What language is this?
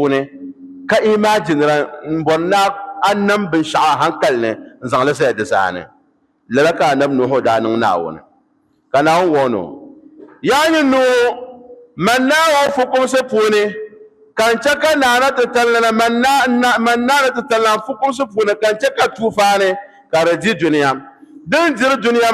Dagbani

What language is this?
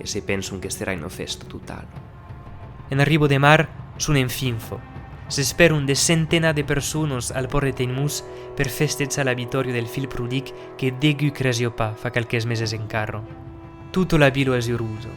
Occitan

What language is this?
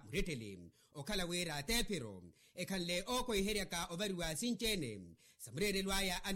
Makhuwa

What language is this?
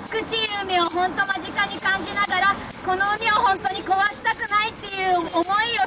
Japanese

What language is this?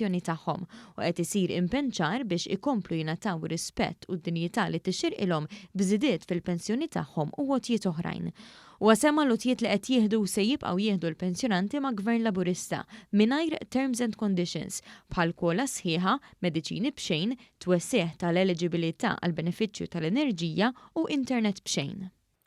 Maltese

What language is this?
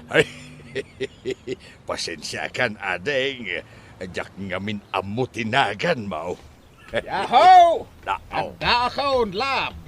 Iloko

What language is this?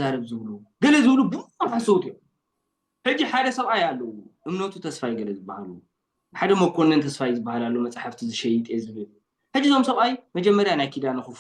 Tigrinya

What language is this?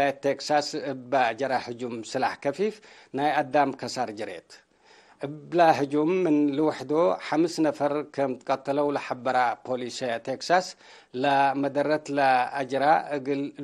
Tigre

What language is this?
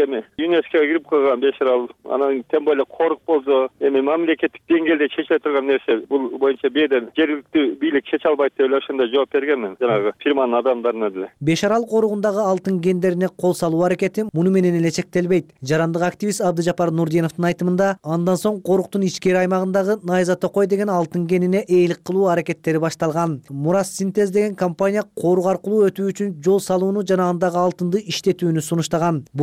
Kyrgyz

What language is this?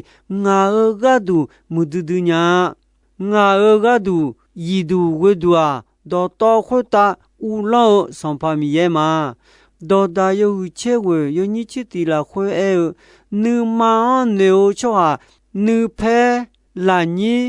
Akha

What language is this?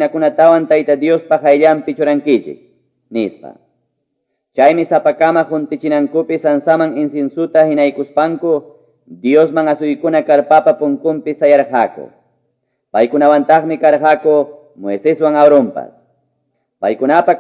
Quechua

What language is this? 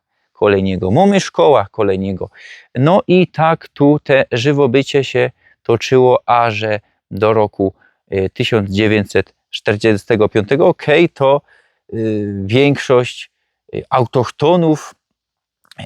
Silesian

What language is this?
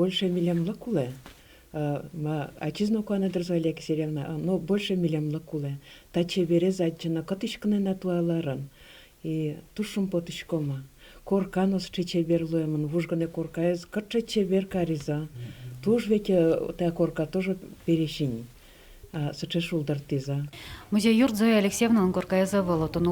Udmurt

